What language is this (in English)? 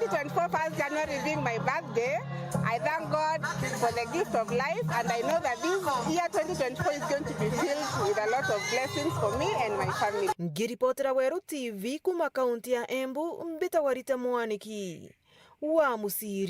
Meru